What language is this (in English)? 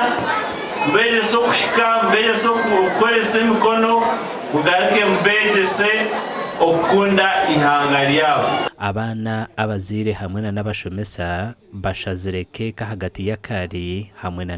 Nyankole